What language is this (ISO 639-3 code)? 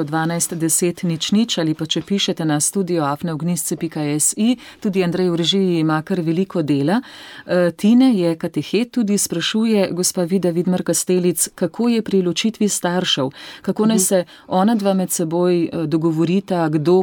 slv